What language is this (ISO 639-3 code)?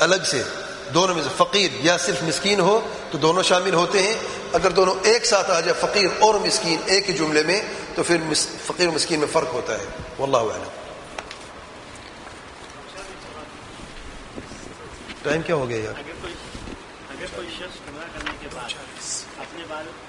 urd